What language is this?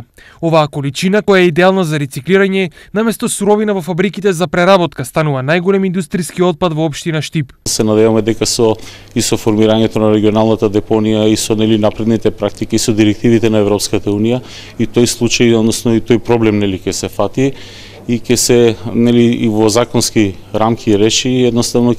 Macedonian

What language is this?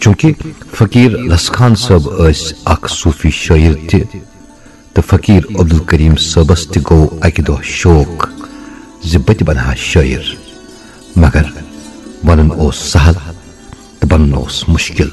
Kashmiri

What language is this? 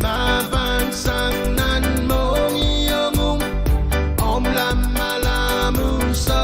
Pohnpeian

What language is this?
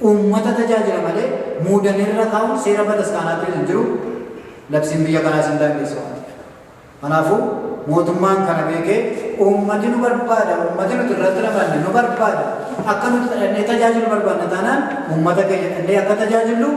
Oromo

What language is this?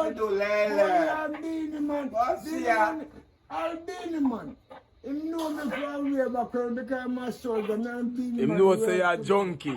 Jamaican Creole English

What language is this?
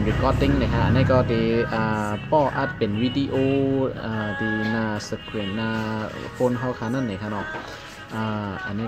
Shan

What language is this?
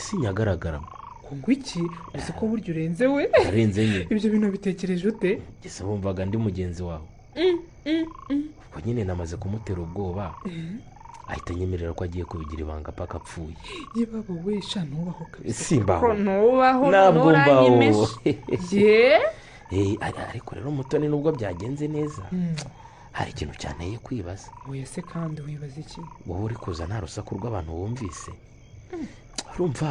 Kinyarwanda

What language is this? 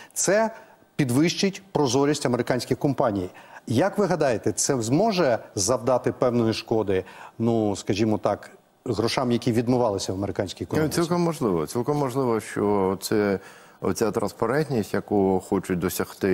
Ukrainian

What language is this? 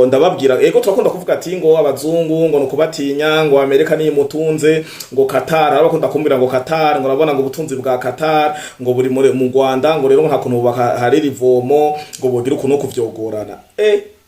Rundi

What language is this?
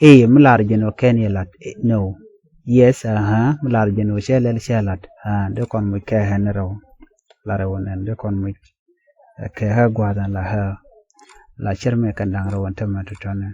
Nuer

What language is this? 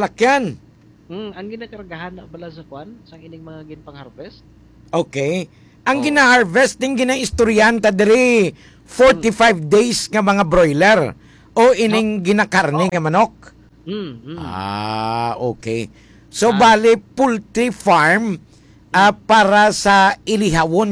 Hiligaynon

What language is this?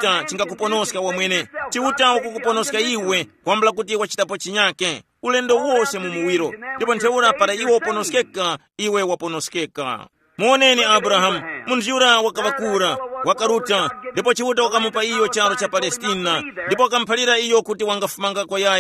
Tumbuka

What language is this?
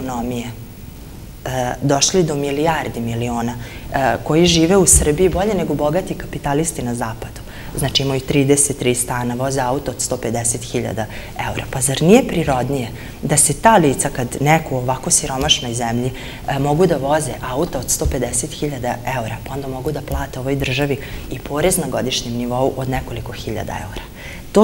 Serbian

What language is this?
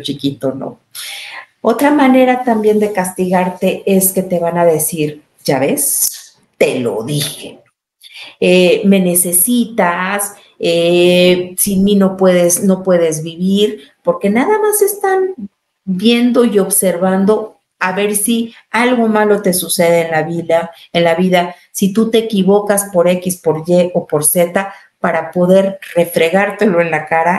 Spanish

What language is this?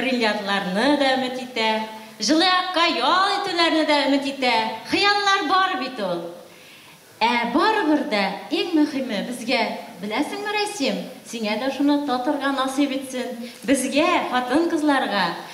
Bashkir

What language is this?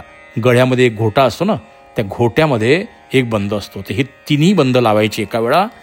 Marathi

